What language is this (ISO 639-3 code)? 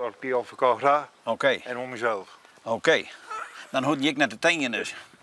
fry